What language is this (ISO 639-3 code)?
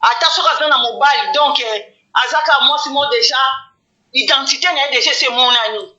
lin